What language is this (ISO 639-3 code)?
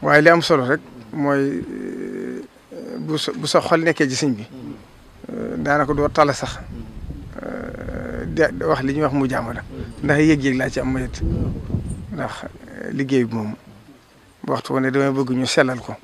wol